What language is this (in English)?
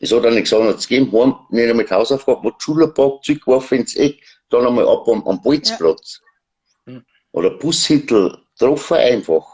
Bavarian